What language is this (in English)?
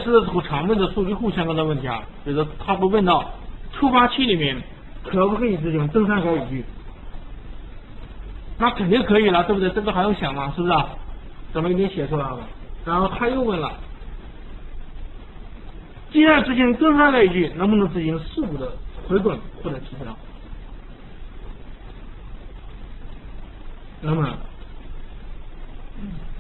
Chinese